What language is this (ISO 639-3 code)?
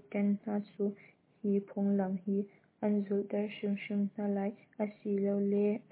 cnh